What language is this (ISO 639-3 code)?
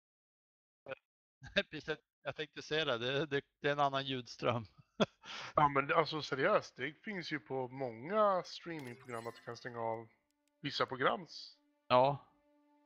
swe